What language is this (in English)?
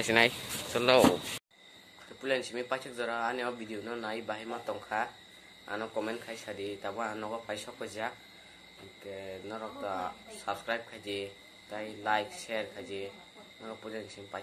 Kok Borok